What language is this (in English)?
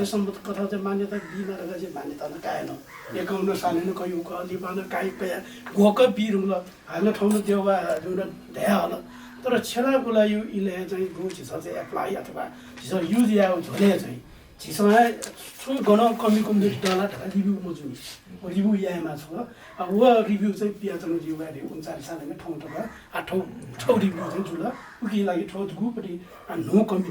Newari